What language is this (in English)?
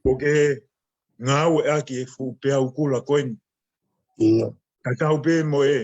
Tongan